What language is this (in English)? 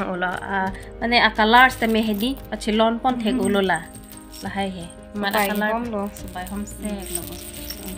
Karbi